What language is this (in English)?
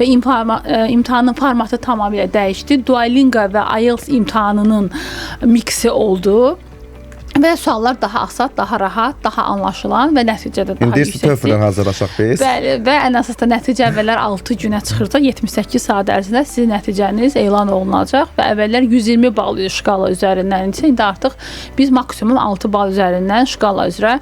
Azerbaijani